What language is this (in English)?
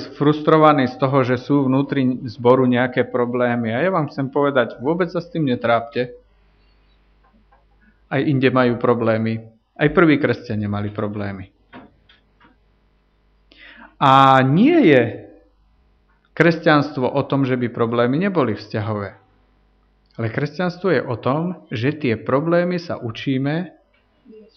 Slovak